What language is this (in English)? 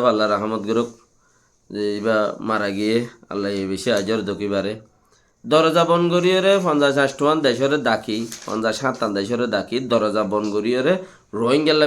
Rohingya